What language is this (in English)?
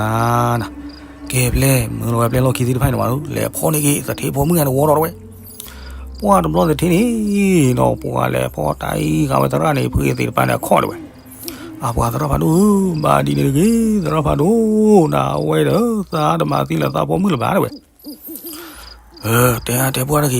S'gaw Karen